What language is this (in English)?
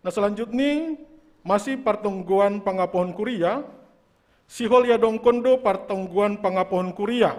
Batak Simalungun